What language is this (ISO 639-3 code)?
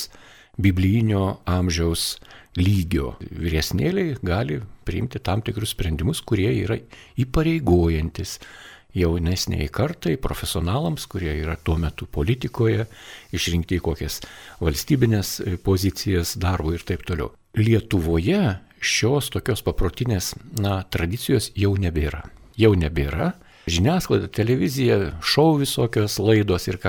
lit